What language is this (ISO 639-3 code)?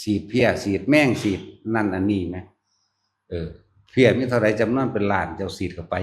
tts